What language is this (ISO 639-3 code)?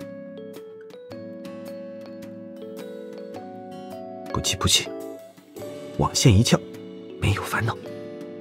zho